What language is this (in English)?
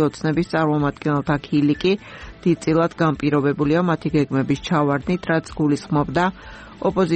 Georgian